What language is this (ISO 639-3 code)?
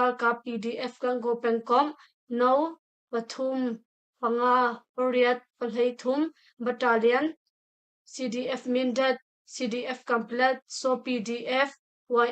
cnh